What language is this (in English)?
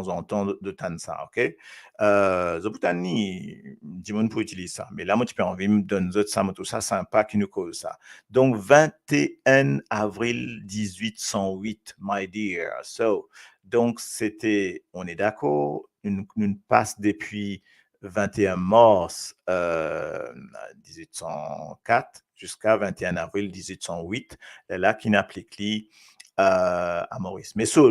Morisyen